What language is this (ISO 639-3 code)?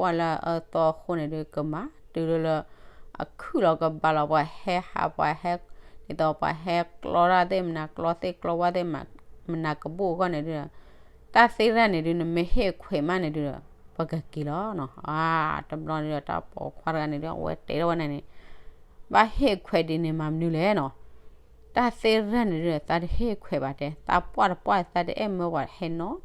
ksw